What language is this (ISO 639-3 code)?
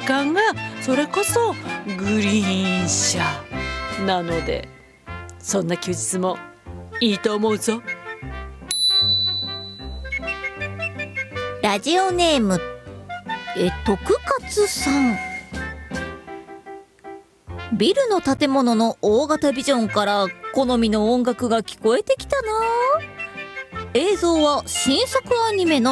jpn